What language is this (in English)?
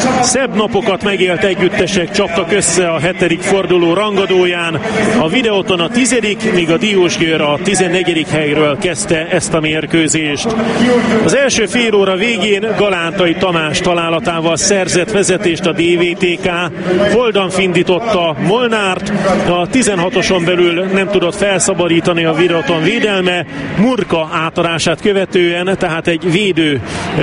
Hungarian